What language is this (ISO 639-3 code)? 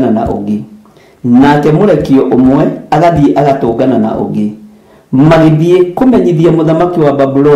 kik